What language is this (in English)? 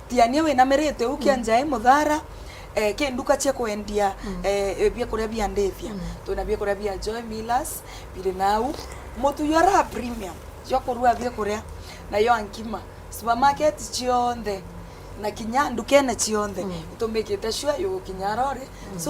Meru